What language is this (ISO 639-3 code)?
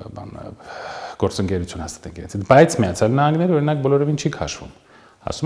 hye